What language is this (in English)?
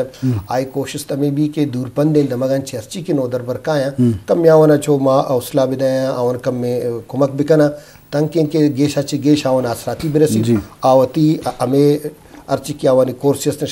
Eastern Balochi